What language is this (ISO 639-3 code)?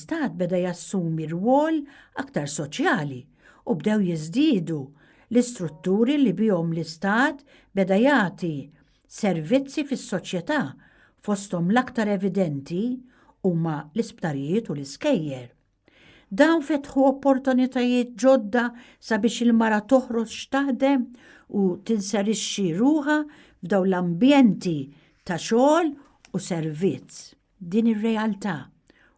mlt